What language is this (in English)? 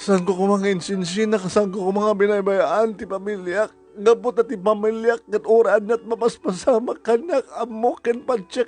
Iloko